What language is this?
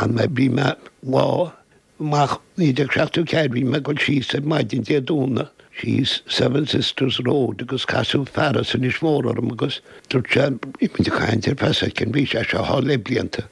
Irish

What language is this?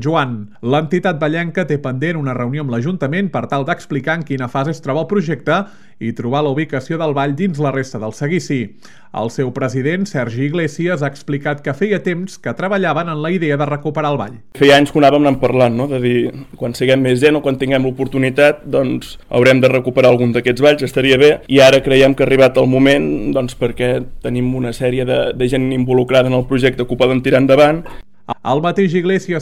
Catalan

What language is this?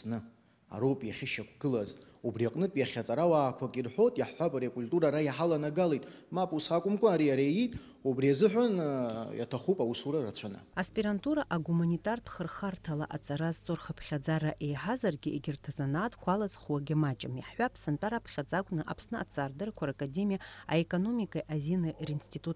Abkhazian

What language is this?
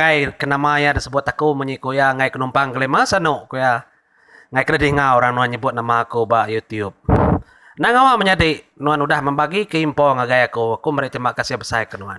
Iban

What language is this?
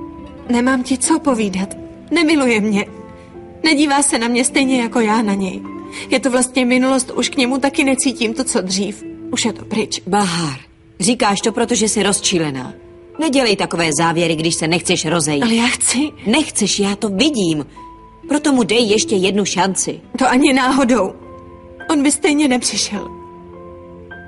Czech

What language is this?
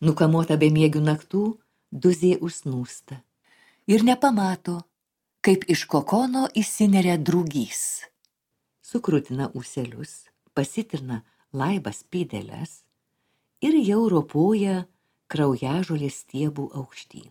Lithuanian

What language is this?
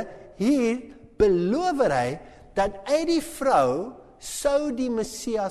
Afrikaans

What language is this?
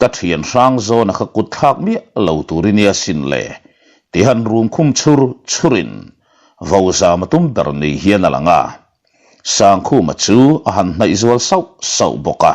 Mizo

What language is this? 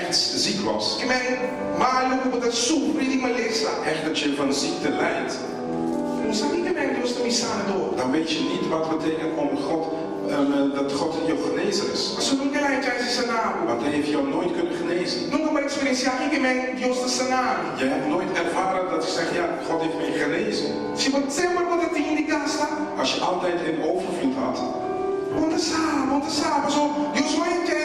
Papiamento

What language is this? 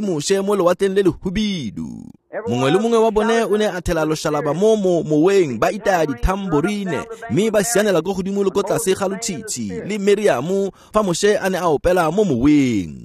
Tswana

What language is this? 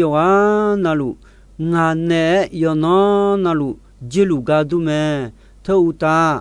Akha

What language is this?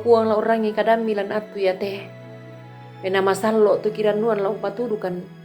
Toraja-Sa'dan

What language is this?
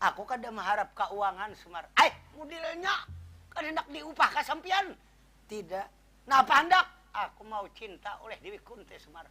Banjar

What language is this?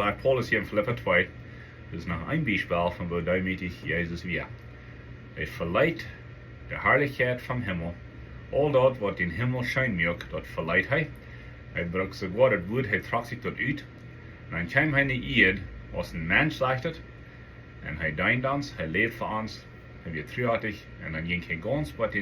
Plautdietsch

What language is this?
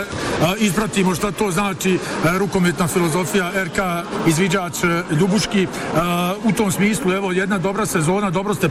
Bosnian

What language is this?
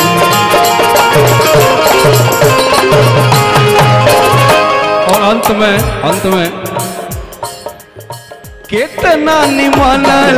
Bhojpuri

